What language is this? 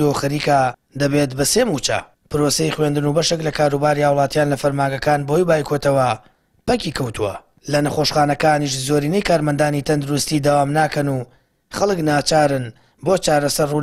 Central Kurdish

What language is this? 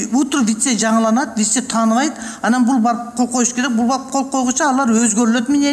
Kyrgyz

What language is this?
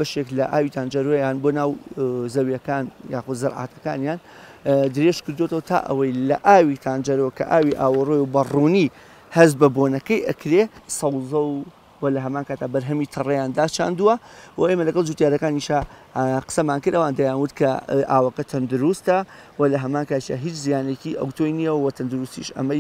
Central Kurdish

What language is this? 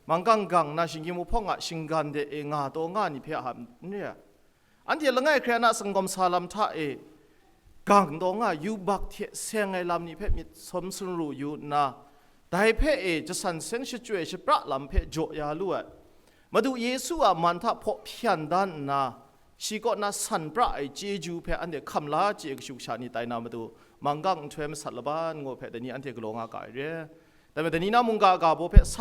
Kachin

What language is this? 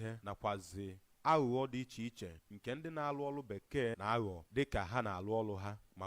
Igbo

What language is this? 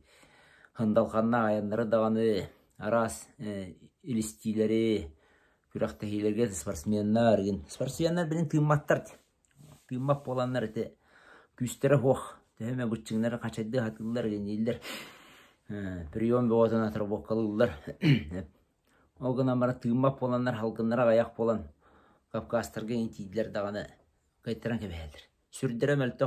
Yakut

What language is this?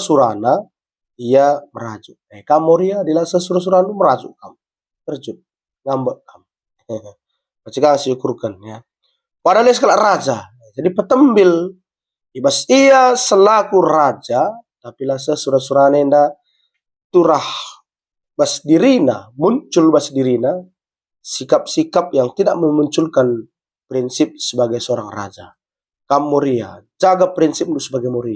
Batak Karo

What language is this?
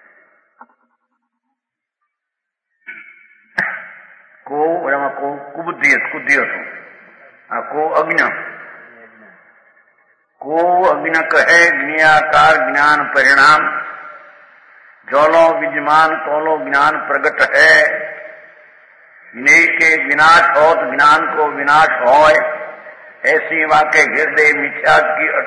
Gujarati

